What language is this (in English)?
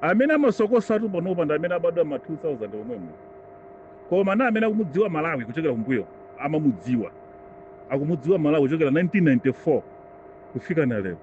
Nyanja